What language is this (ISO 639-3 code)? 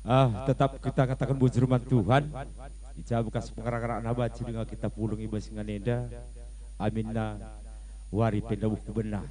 btx